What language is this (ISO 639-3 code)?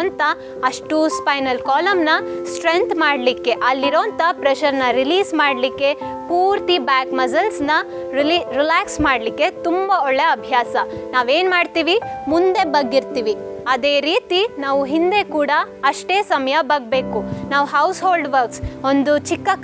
kan